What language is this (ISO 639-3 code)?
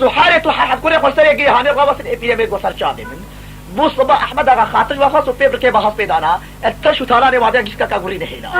kur